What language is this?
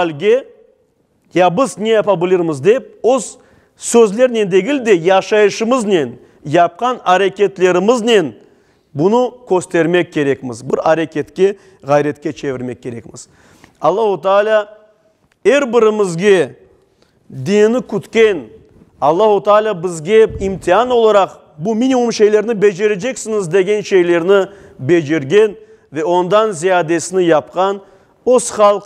Crimean Tatar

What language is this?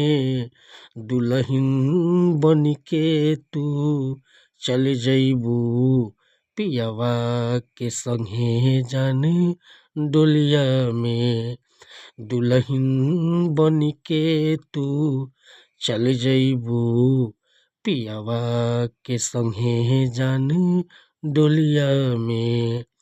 Bhojpuri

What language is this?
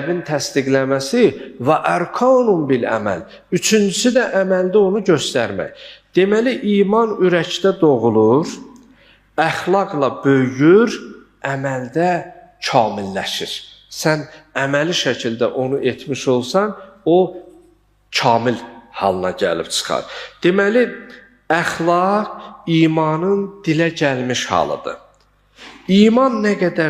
Azerbaijani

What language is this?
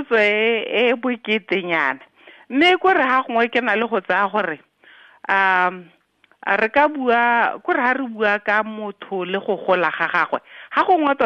Tswana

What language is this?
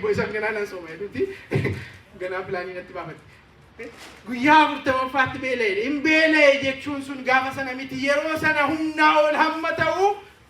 Oromo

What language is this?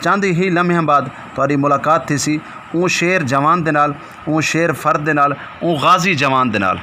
Saraiki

